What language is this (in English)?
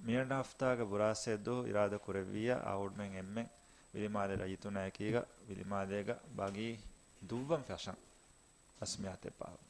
Divehi